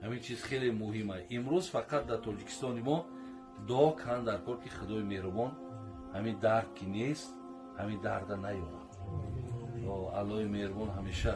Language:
Tajik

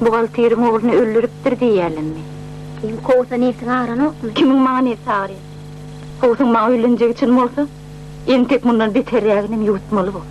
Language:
Turkmen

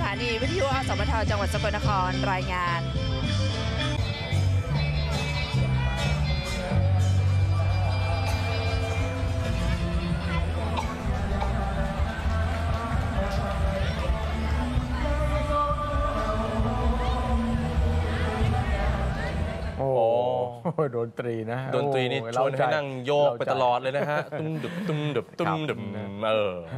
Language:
Thai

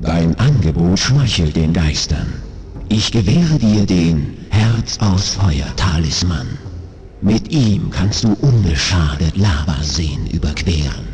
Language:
Bavarian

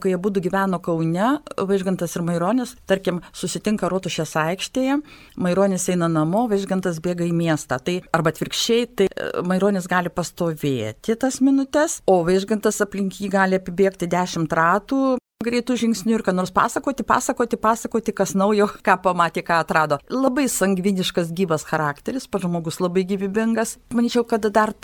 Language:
Lithuanian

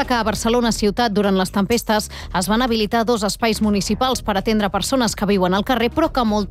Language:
Catalan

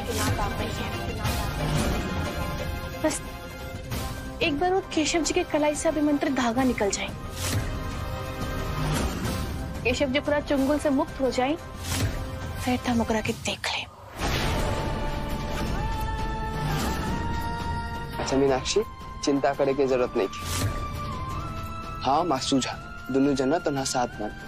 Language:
Bhojpuri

